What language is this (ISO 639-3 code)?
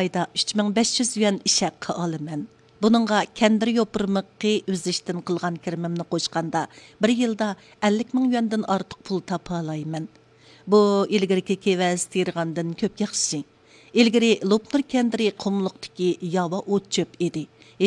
uig